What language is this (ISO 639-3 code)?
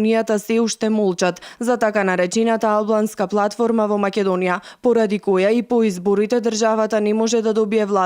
mkd